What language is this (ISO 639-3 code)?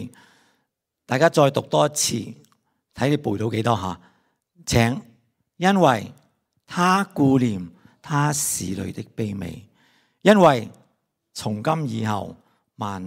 yue